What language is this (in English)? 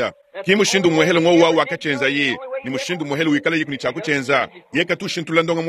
Luba-Lulua